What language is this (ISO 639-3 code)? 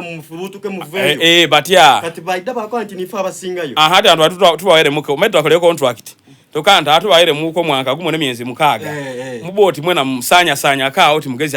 xog